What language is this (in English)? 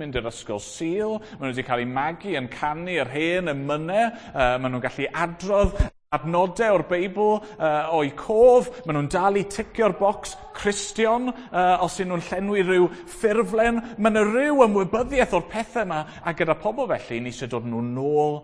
Welsh